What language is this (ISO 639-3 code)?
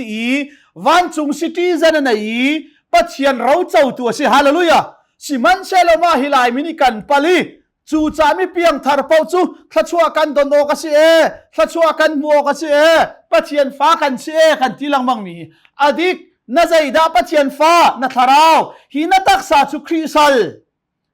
cnh